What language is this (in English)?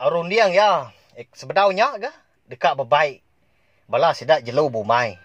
Iban